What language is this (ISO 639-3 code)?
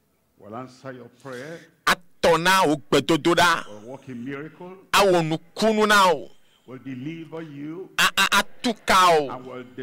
ewe